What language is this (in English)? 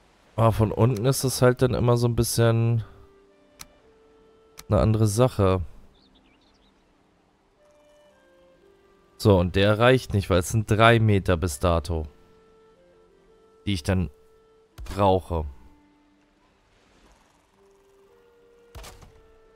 German